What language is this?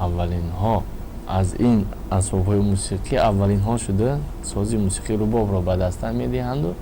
Tajik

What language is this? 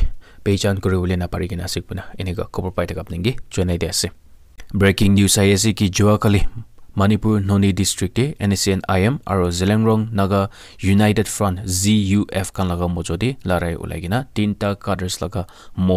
Naga Pidgin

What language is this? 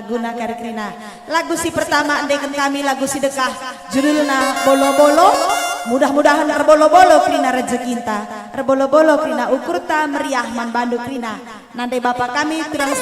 Batak Karo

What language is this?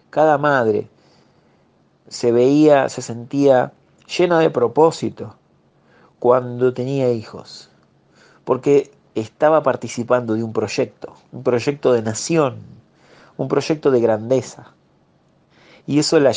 Spanish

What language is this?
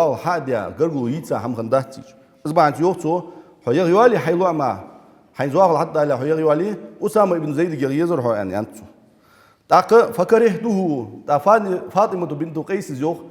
Ingush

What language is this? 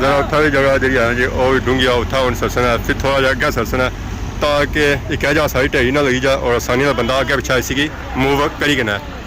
Pahari-Potwari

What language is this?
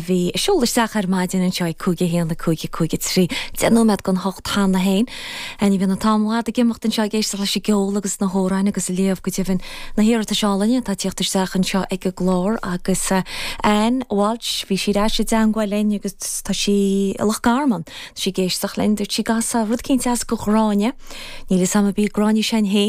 Irish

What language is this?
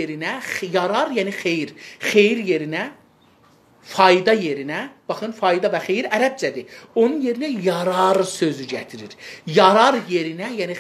South Azerbaijani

